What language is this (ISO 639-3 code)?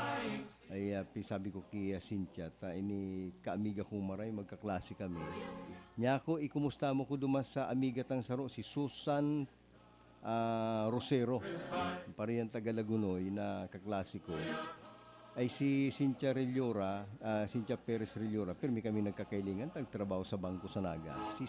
bik